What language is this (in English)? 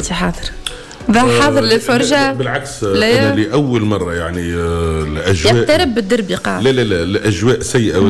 Tunisian Arabic